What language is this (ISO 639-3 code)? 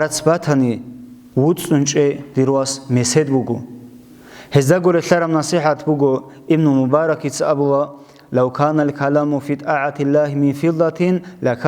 ava